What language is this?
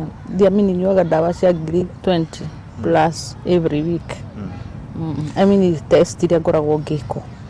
Kikuyu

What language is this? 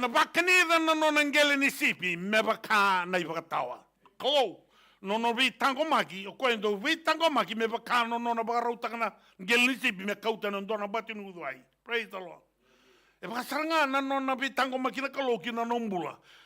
Fijian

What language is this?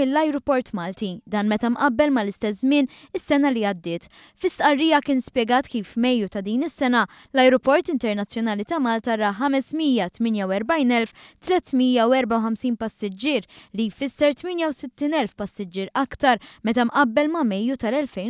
Maltese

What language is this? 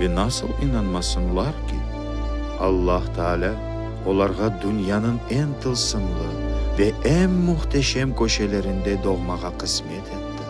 Crimean Tatar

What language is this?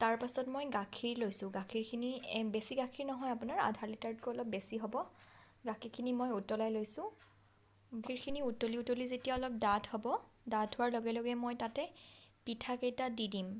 Assamese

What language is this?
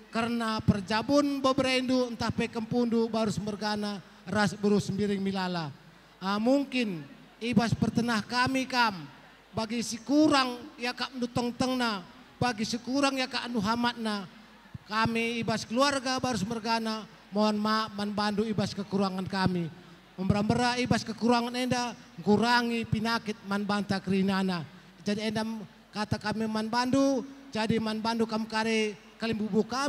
Batak Karo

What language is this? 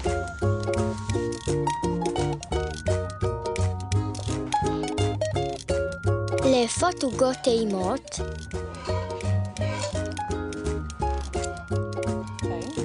Hebrew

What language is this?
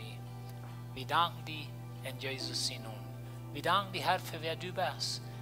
Plautdietsch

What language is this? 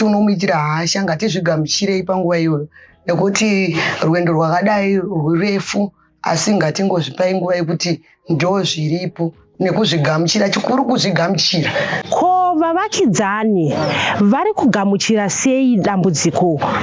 Shona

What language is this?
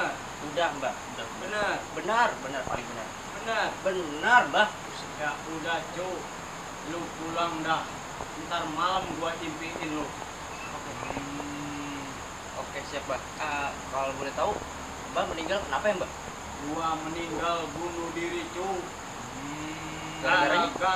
Betawi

